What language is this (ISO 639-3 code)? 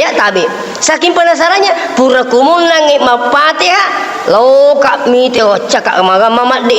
bug